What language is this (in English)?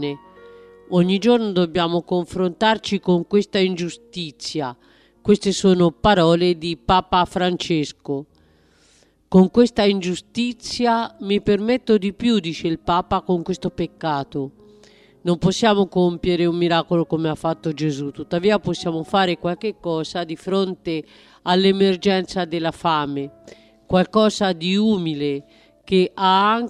Italian